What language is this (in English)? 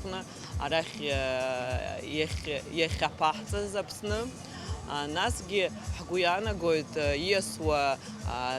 Abkhazian